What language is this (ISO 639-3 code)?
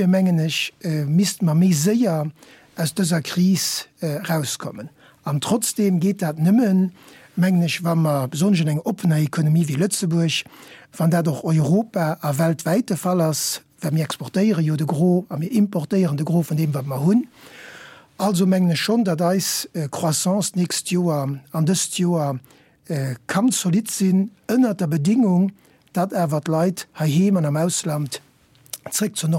ltz